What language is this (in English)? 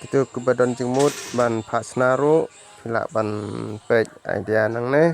Khasi